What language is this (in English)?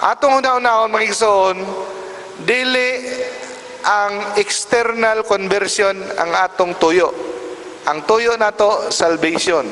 Cebuano